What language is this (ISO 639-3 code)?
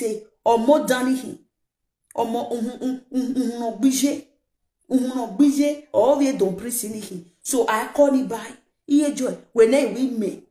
pcm